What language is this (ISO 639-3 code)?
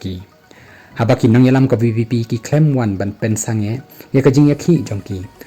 kha